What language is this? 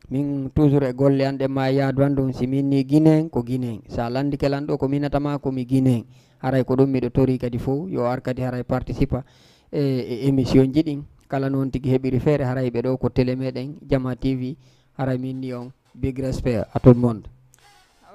Fula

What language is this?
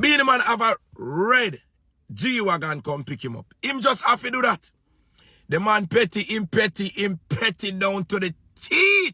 Jamaican Creole English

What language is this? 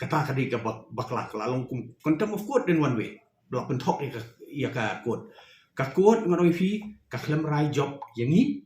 Khasi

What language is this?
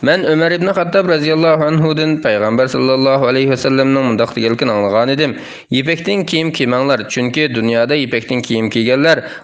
Uyghur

